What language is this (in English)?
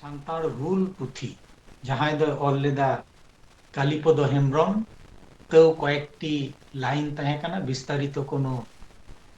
Santali